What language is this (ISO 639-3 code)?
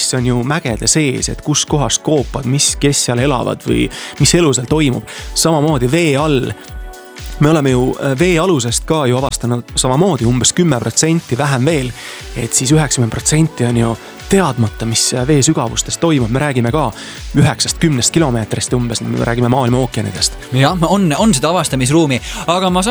est